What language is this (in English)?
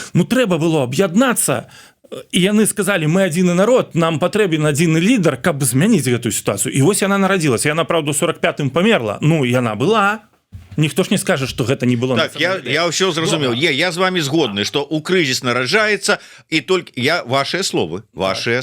Belarusian